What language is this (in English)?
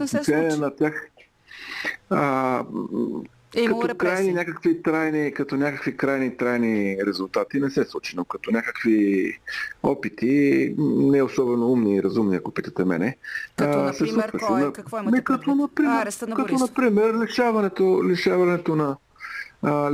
Bulgarian